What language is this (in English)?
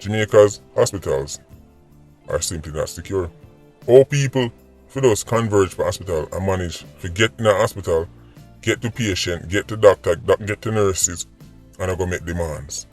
Jamaican Creole English